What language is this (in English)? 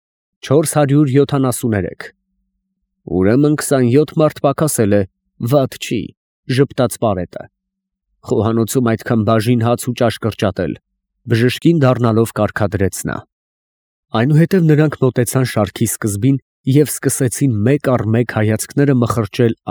Armenian